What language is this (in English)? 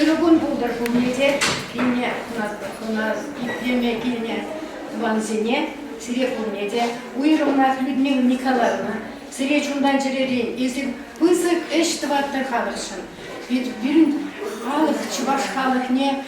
Chuvash